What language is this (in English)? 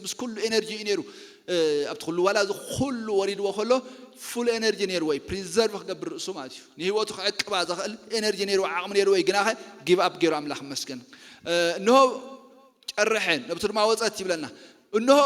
Tigrinya